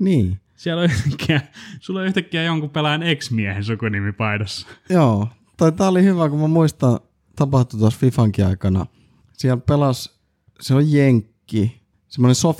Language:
Finnish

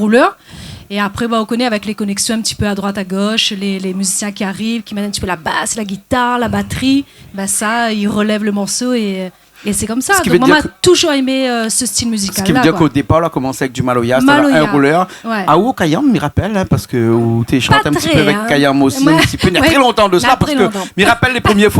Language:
Réunion Creole French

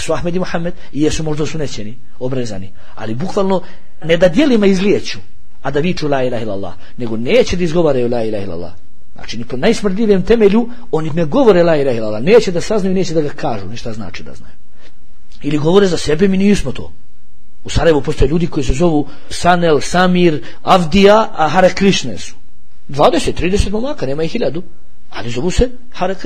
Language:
Bosnian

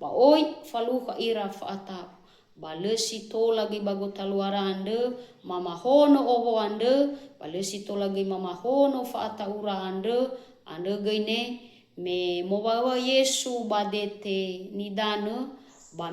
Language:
Nias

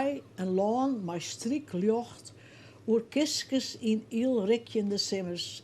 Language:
Western Frisian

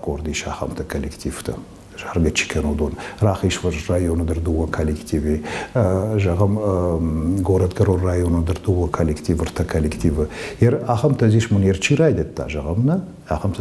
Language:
Ossetic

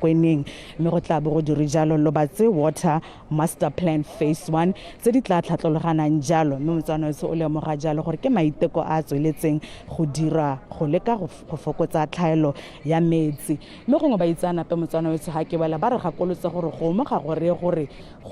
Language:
Tswana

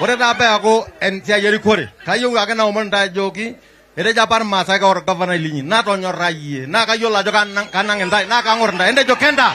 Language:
Masai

